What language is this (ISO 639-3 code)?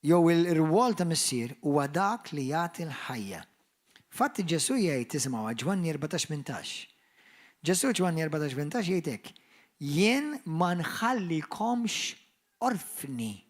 mlt